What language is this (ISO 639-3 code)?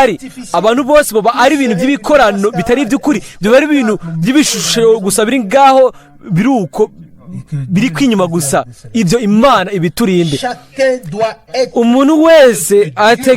run